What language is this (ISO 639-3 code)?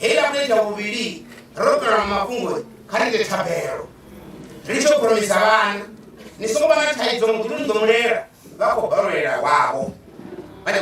ven